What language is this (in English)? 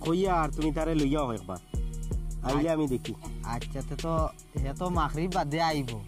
Sylheti